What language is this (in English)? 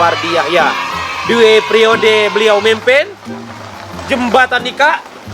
Musi